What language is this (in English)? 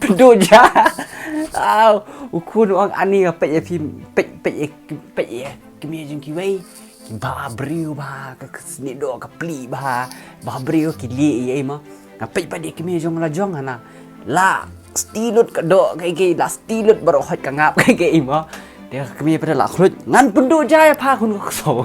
Khasi